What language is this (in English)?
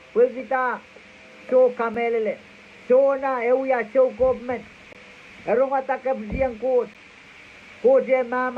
Pohnpeian